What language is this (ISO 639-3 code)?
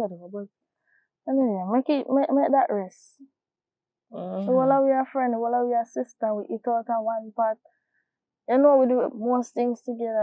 jam